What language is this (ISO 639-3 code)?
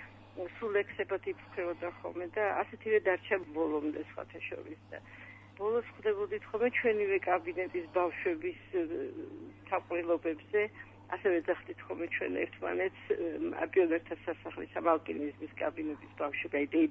kat